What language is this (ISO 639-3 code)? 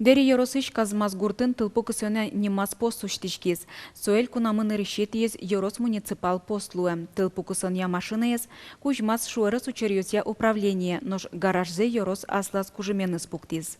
udm